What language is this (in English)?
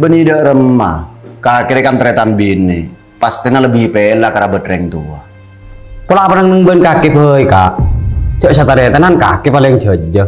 Madurese